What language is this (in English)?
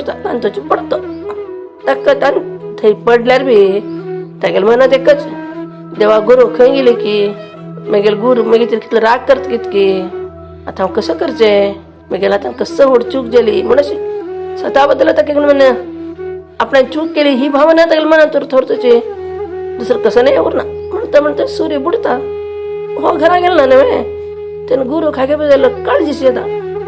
Konkani